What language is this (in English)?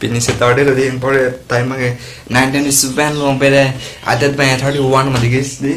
Karbi